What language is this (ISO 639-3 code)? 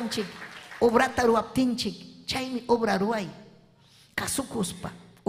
quy